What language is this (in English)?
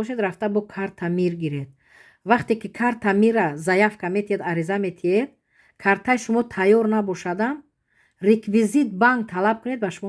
Tajik